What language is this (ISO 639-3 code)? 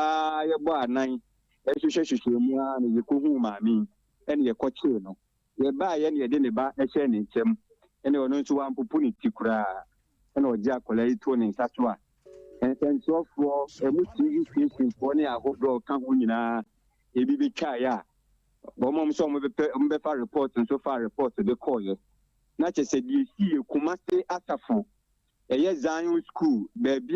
aka